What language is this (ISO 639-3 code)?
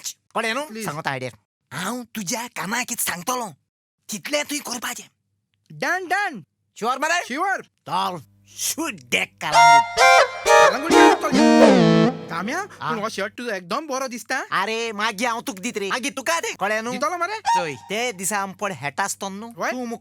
kok